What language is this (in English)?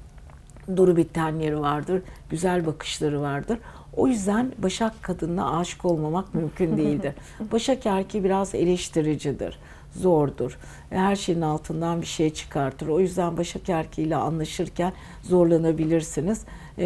Turkish